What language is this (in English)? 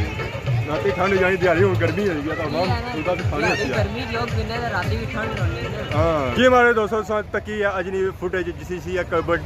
Pahari-Potwari